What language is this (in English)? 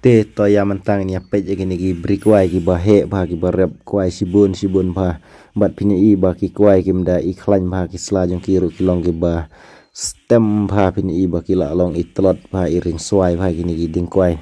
Khasi